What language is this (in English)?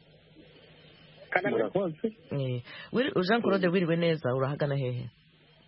Kinyarwanda